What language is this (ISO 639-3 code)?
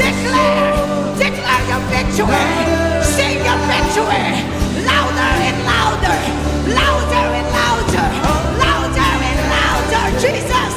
hil